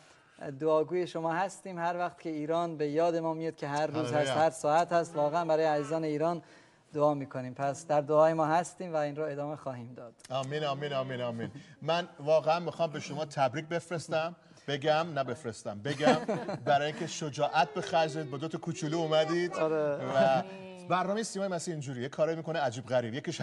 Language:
Persian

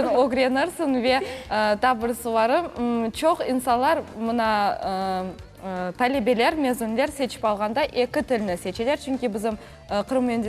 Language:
Crimean Tatar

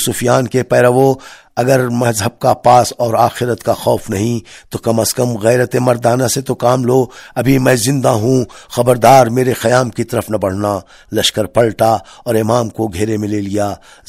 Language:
Urdu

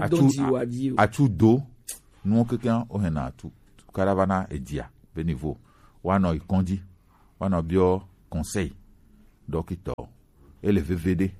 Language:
Gen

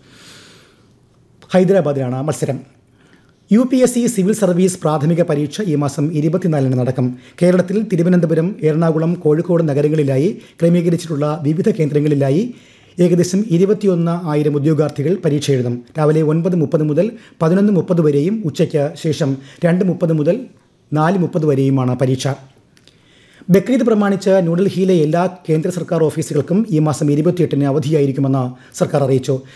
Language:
Malayalam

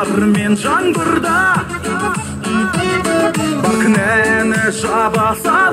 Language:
Kazakh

